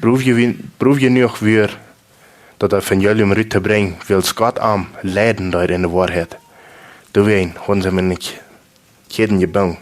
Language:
Plautdietsch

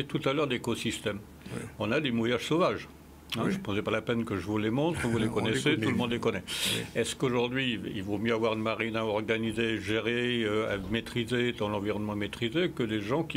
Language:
French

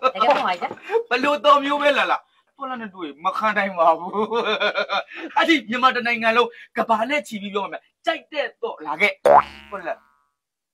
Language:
Burmese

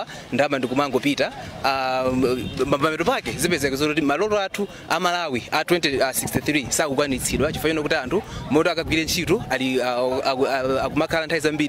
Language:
Nyanja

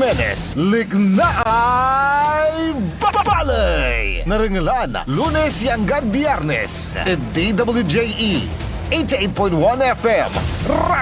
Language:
Pangasinan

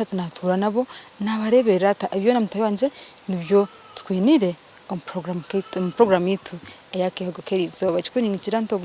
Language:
Nyankole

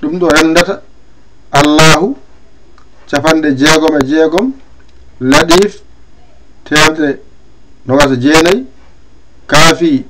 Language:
Fula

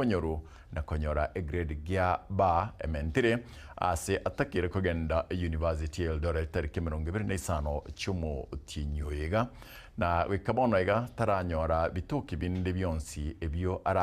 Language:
Gusii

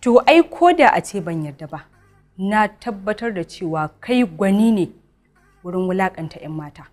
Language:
Hausa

